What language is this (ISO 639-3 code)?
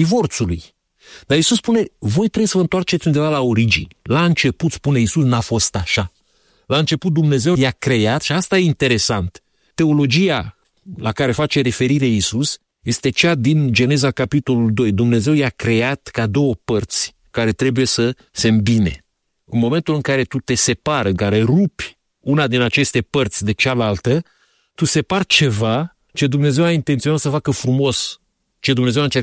ron